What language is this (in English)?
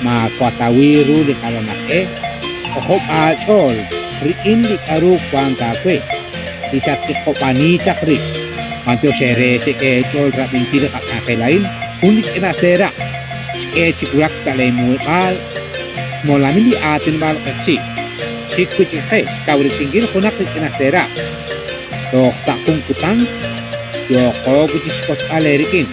Kekchí